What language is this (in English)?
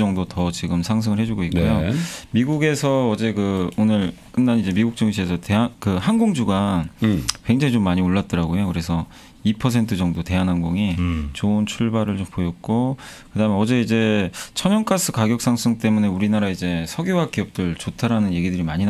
Korean